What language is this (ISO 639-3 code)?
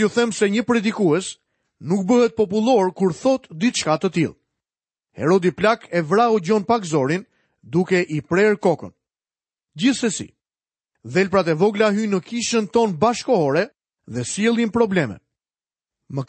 sqi